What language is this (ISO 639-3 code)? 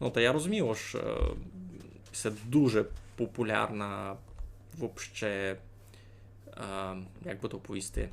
rue